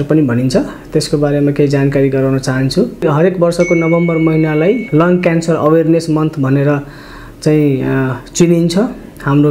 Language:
Nepali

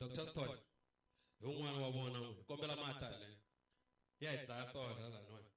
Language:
Tsonga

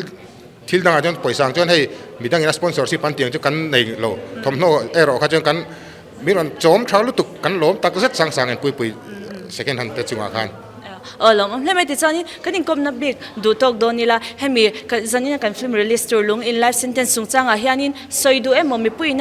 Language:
Mizo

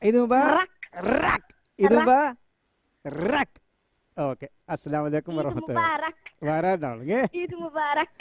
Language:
Divehi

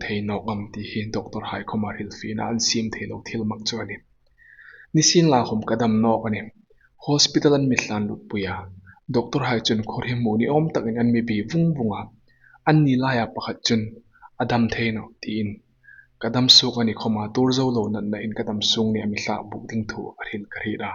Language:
Hmar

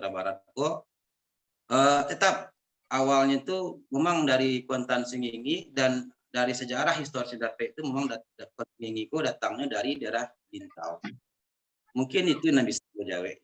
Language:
Minangkabau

